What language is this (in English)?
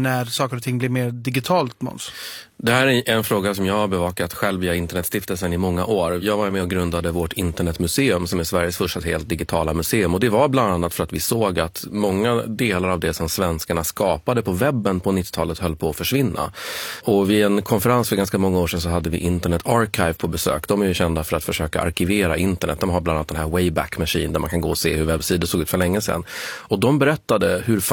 Swedish